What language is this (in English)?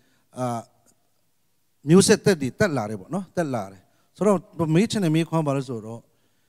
Burmese